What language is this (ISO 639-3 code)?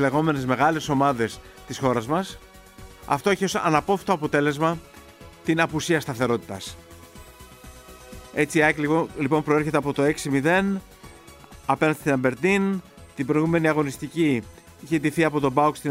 ell